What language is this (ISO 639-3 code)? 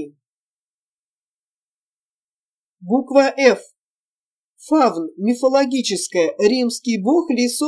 rus